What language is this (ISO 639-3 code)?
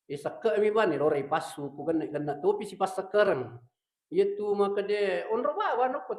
bug